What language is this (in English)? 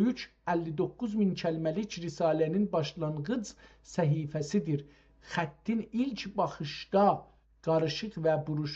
South Azerbaijani